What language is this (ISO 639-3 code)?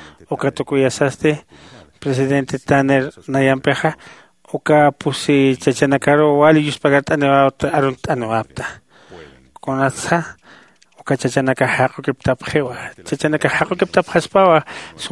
aym